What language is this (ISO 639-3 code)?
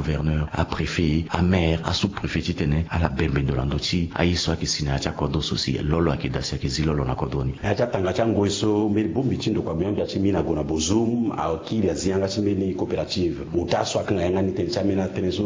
sag